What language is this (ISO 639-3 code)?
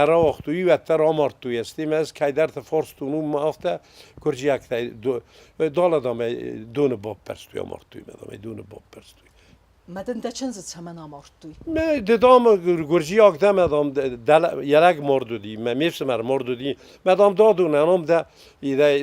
oss